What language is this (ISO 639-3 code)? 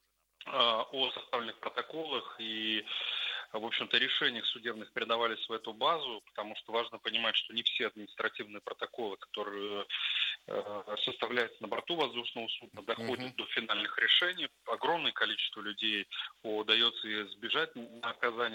rus